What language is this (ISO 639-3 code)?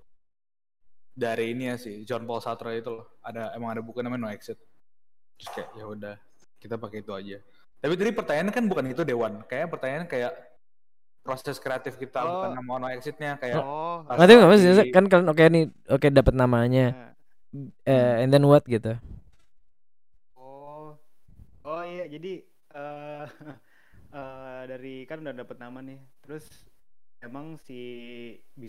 ind